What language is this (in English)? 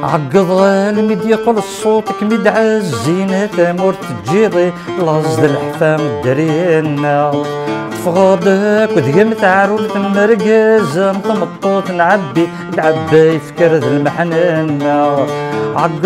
Kabyle